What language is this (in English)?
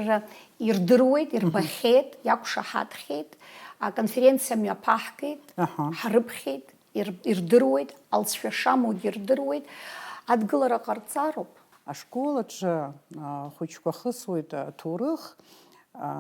Abkhazian